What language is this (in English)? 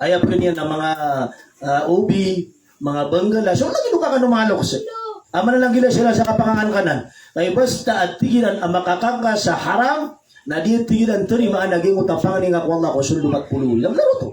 Maranao